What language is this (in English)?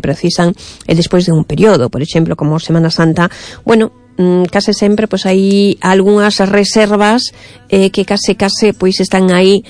Galician